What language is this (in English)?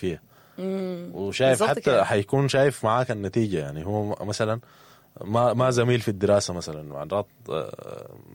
Sudanese Arabic